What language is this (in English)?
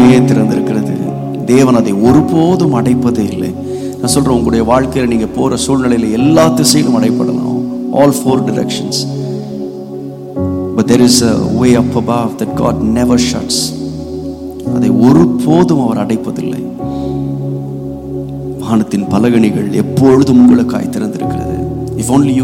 Tamil